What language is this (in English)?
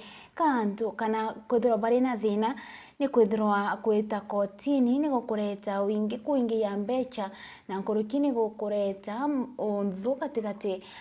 Meru